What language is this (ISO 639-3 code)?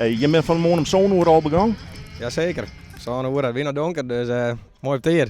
fry